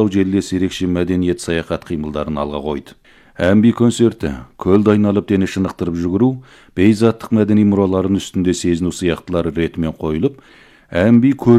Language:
Kazakh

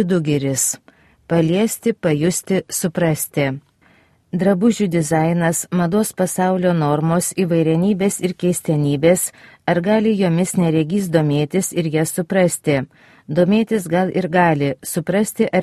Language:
Lithuanian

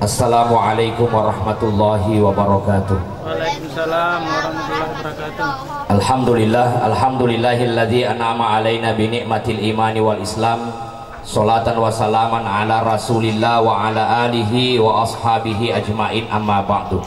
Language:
Buginese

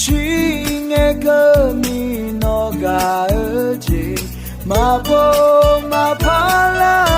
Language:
Akha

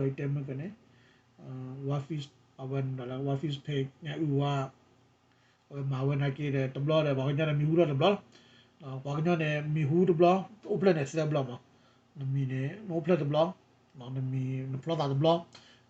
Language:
S'gaw Karen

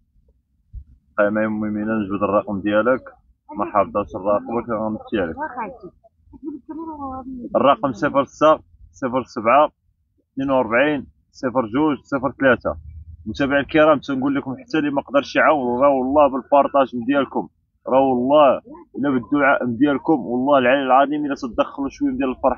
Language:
Moroccan Arabic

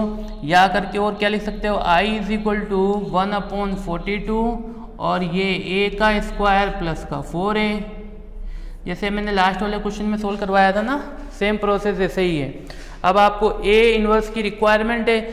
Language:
Hindi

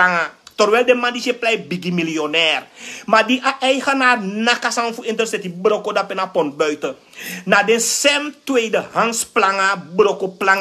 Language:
Sranan Tongo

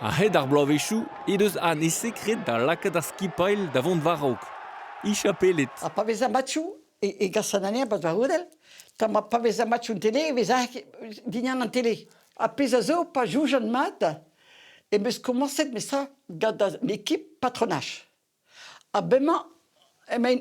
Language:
Breton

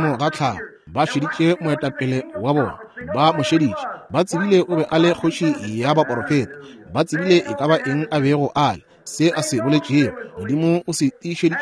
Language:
Northern Sotho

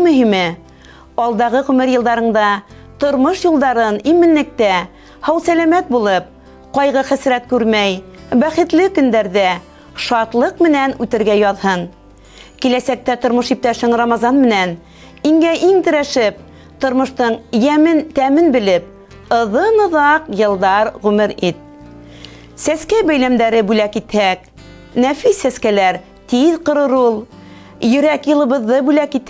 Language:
Bashkir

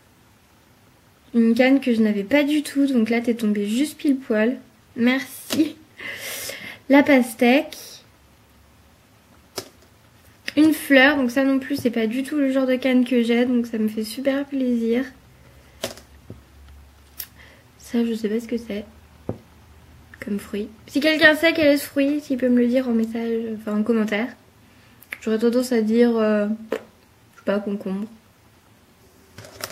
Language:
French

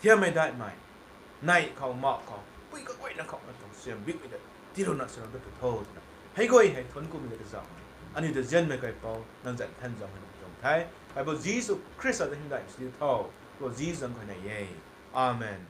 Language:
Rongmei Naga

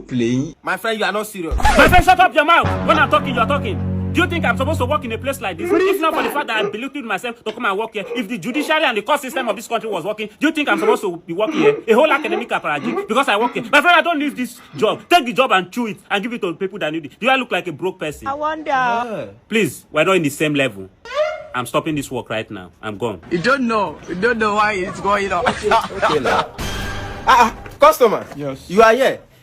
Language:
Nigerian Pidgin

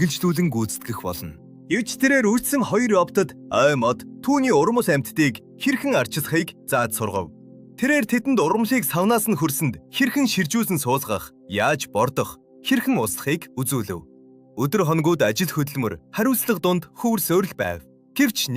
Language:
Mongolian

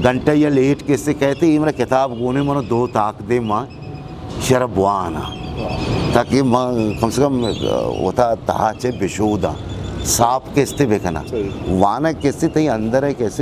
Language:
Eastern Balochi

